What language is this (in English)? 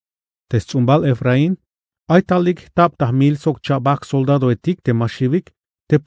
Tzeltal